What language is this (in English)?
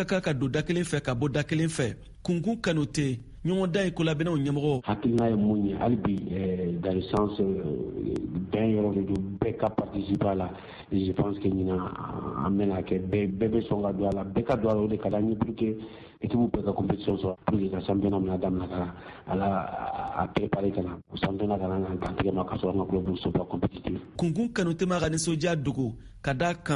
Bambara